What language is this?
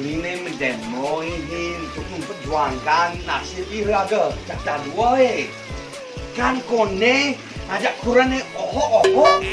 Balinese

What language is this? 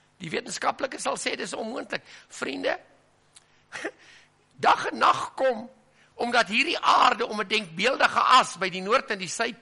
Afrikaans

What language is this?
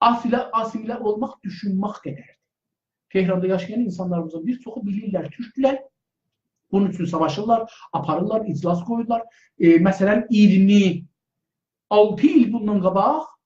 South Azerbaijani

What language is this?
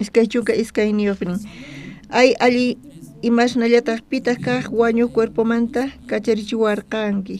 South Bolivian Quechua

